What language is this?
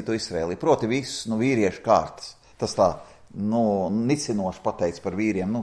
Latvian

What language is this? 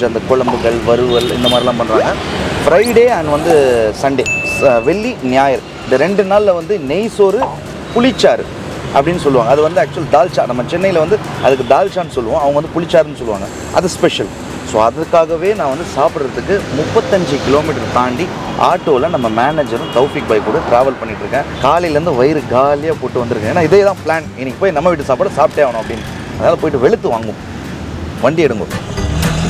Tamil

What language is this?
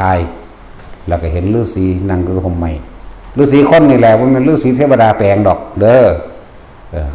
Northeastern Thai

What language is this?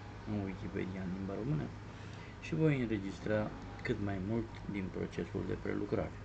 Romanian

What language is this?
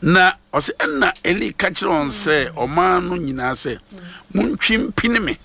Akan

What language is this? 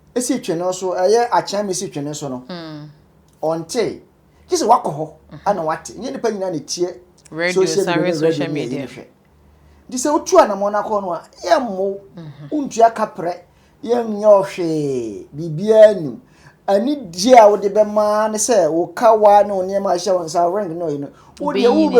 Akan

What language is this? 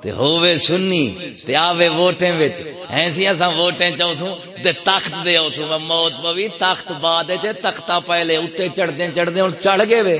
Saraiki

